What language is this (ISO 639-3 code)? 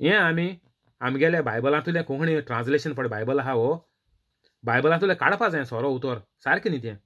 kok